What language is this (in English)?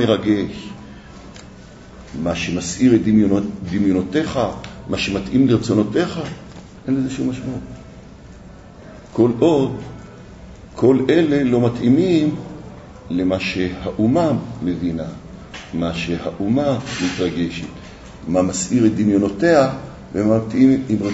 Hebrew